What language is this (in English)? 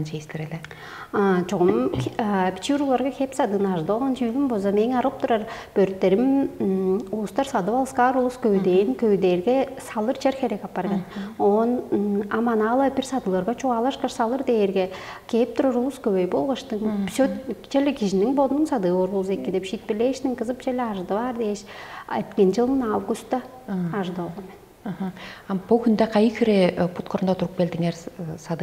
Tuvinian